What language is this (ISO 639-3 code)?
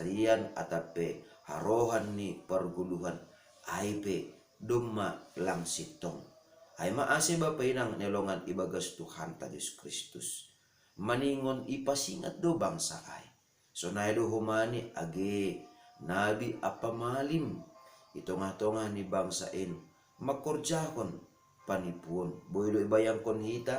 bts